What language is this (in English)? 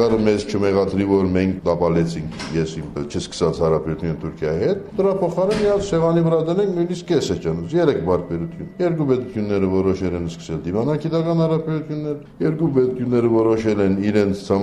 Armenian